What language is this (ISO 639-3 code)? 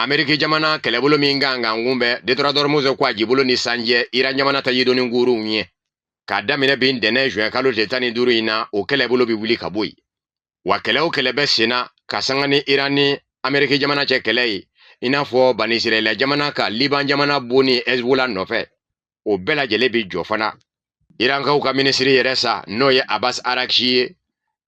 bam